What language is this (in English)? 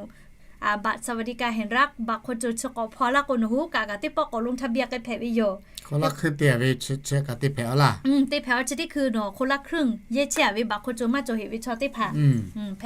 Lahu